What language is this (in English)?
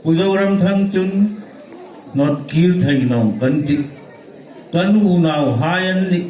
Hmar